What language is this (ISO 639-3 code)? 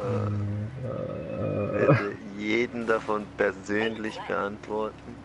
gsw